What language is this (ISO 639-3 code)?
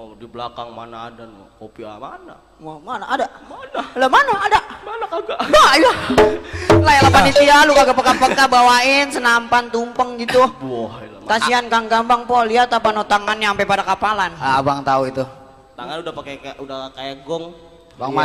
bew